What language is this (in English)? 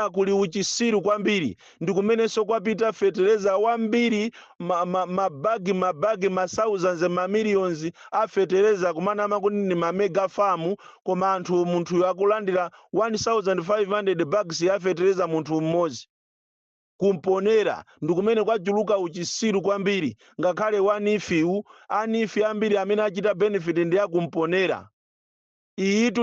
Nyanja